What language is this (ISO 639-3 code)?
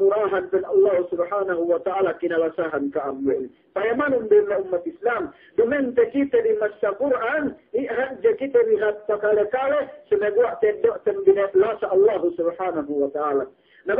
yka